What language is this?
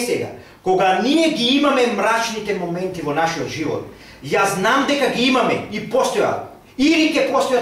Macedonian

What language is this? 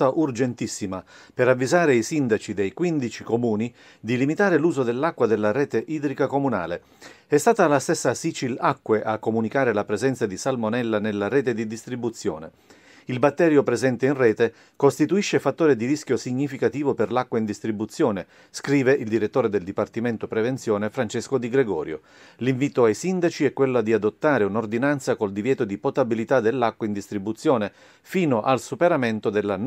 Italian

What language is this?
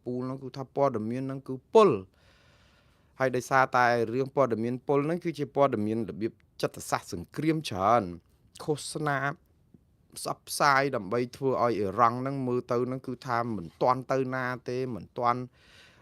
Khmer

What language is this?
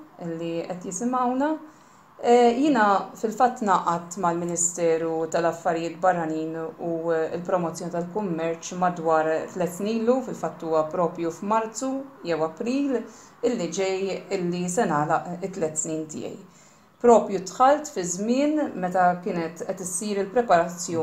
Maltese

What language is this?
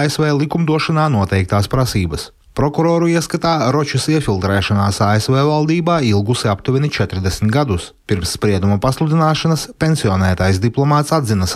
Latvian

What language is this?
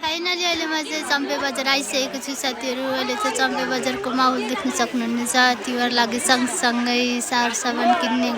Nepali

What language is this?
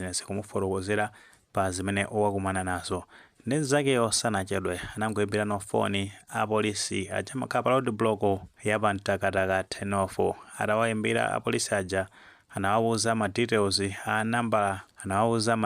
Nyanja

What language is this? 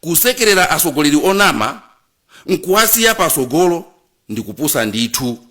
Nyanja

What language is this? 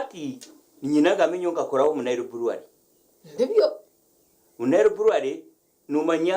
Nyankole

